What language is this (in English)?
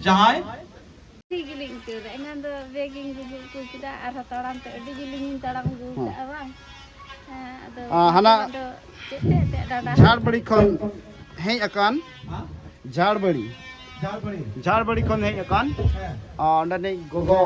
Santali